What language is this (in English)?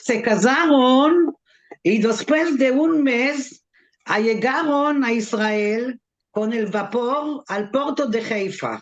Ladino